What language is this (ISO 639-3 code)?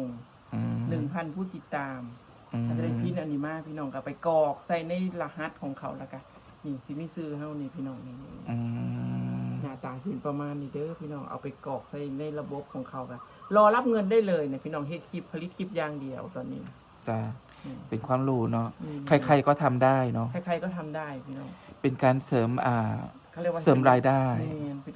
lao